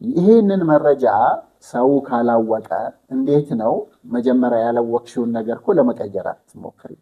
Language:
Amharic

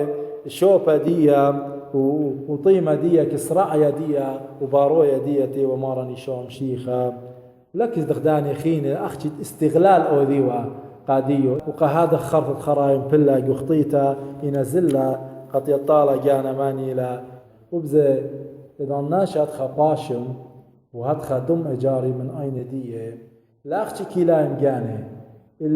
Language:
Assyrian Neo-Aramaic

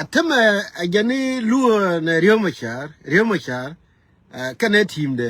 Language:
Nuer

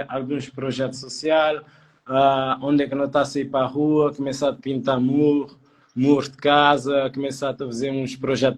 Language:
Kabuverdianu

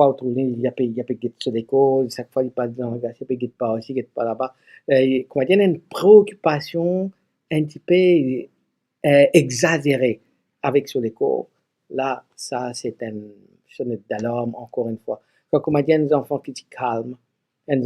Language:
Morisyen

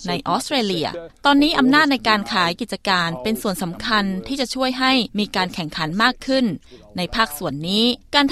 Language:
Thai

